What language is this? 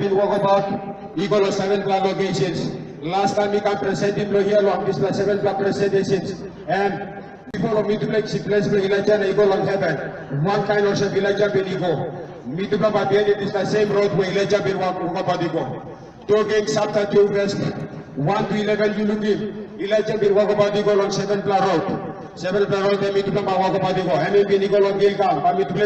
Tok Pisin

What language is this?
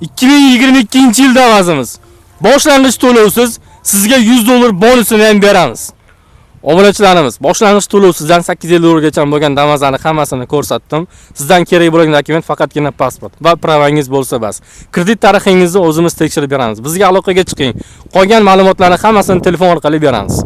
Uzbek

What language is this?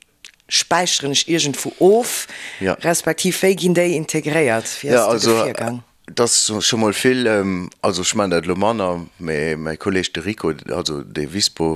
Luxembourgish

